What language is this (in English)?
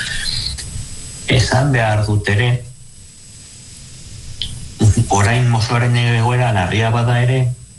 Basque